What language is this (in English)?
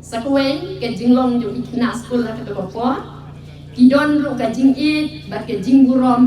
Khasi